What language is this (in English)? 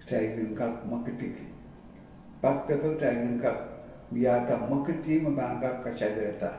Pohnpeian